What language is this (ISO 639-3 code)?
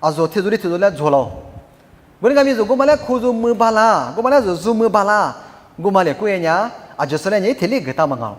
lis